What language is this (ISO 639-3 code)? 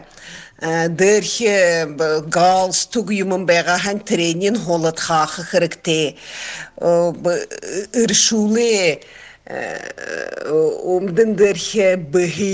bua